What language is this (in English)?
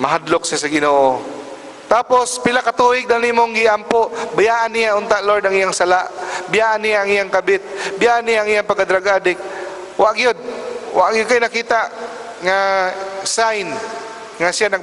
Cebuano